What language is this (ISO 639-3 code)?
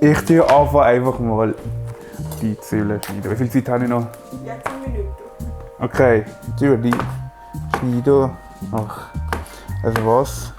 gsw